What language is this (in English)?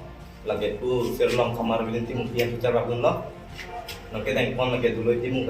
Karbi